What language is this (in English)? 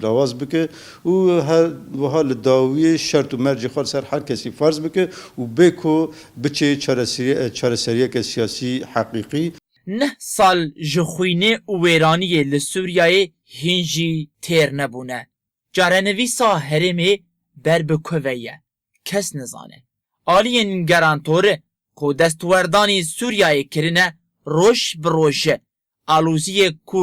Kurdish